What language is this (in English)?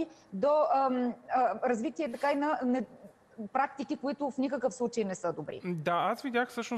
Bulgarian